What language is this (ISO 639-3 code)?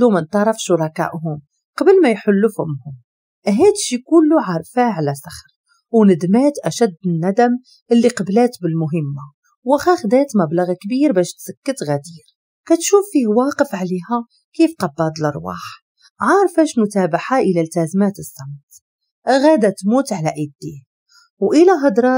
ary